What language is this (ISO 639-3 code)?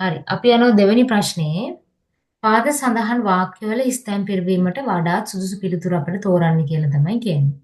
sin